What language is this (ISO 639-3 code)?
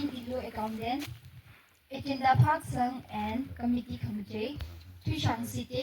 nmf